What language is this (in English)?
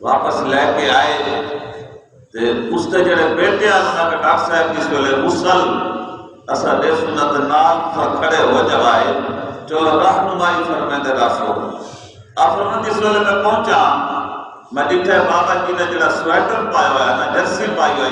Saraiki